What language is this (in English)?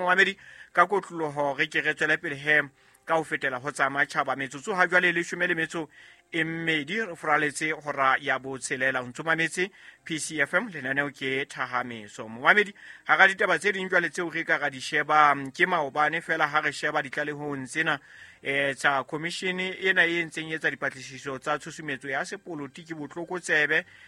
Southern Sotho